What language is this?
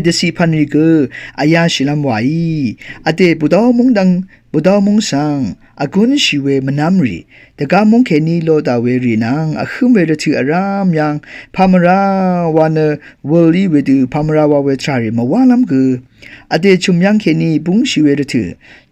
Rawang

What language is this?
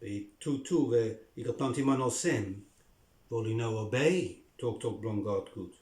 Bislama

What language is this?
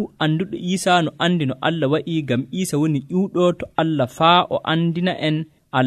Nigerian Fulfulde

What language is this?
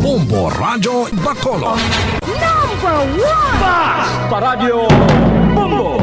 Hiligaynon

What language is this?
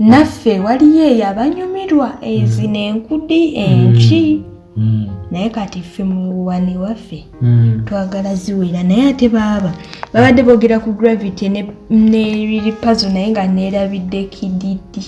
Ganda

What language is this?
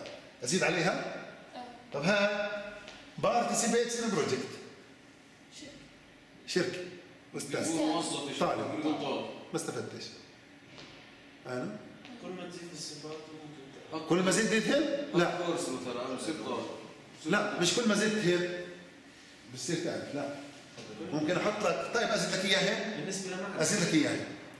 South Levantine Arabic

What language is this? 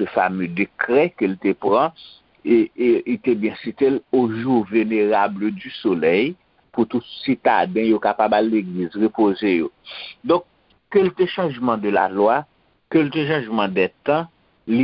Haitian Creole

